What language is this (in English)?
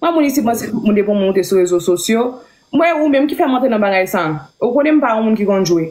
Haitian Creole